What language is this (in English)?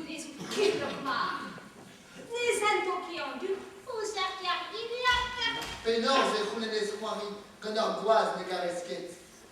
Breton